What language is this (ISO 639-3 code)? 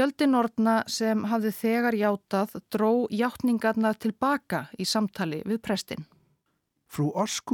isl